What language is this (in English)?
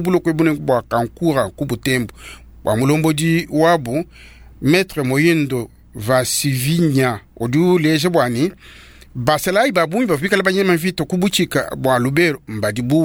Luba-Lulua